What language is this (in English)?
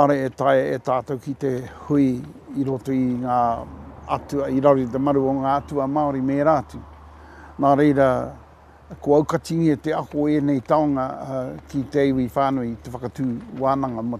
Māori